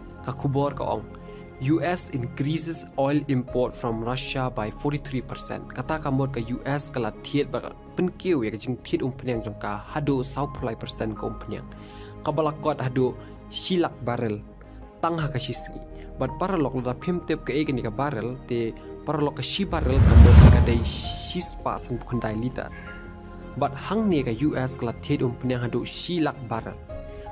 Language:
Khasi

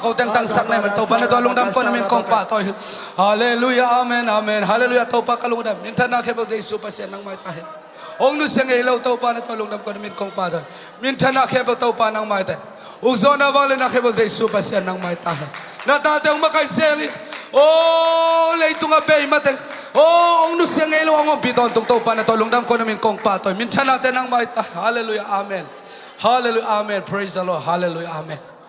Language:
Tedim Chin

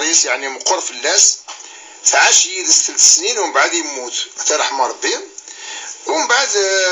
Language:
Kabyle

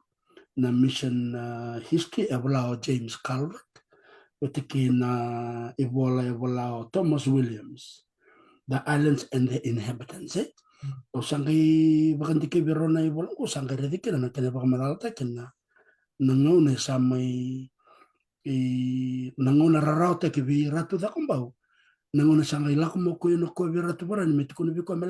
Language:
Fijian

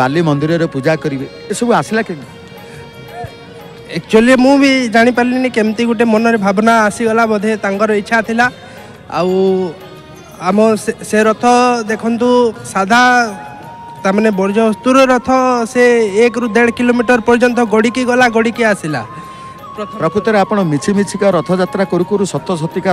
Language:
Odia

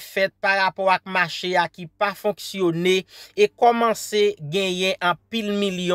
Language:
Haitian Creole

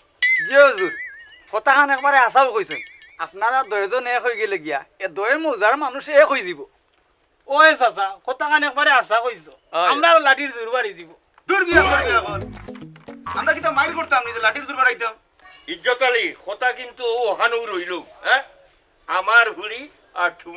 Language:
Sylheti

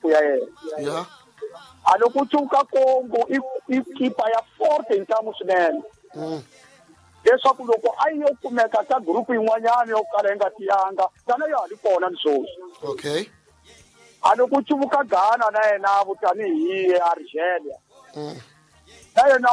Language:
Tsonga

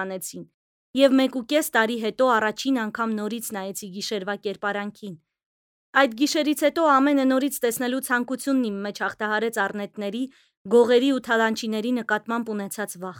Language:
Armenian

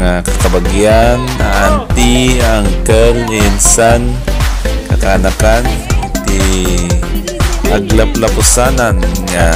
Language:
Iloko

